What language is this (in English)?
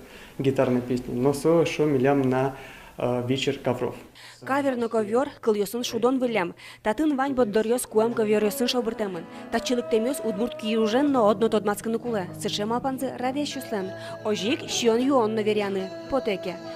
Udmurt